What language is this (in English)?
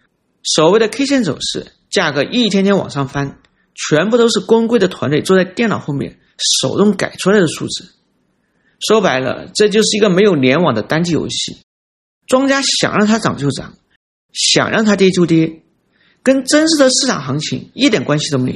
Chinese